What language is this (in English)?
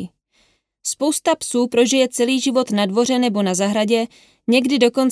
Czech